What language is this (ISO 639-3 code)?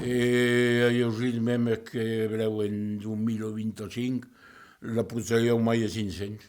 oci